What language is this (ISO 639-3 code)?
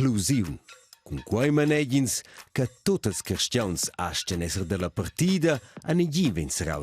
roh